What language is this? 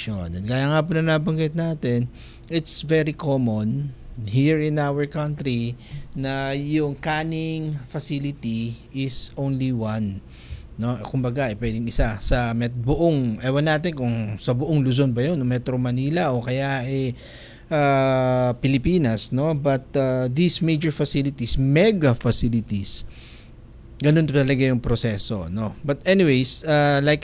Filipino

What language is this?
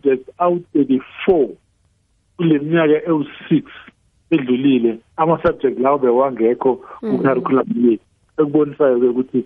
South Ndebele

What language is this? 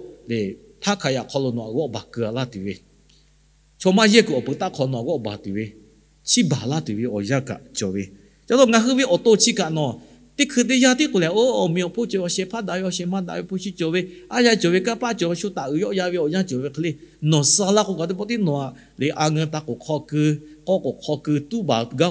Lahu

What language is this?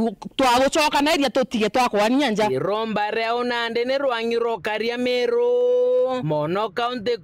Meru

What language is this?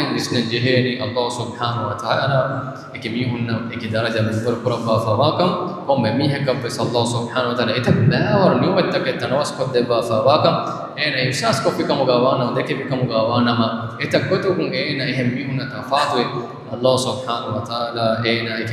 Divehi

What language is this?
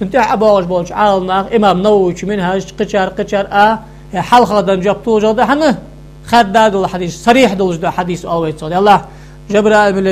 Ingush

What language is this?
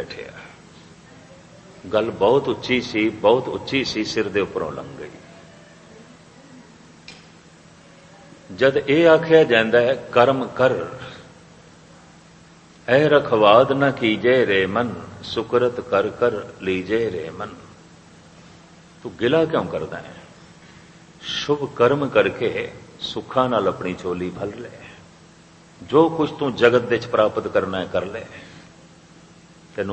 Punjabi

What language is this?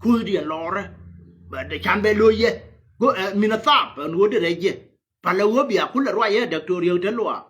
Nuer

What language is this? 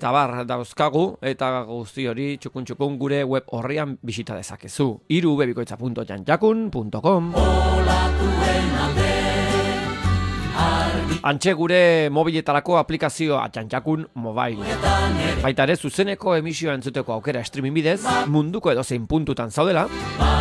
Basque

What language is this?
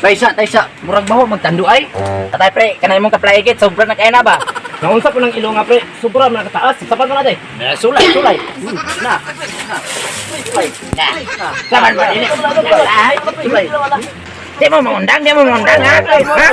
Cebuano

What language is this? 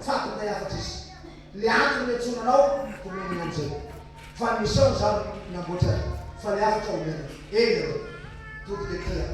Malagasy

